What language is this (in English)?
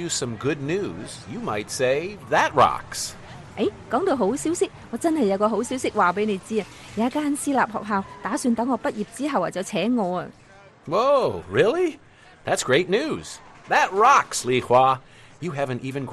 Cantonese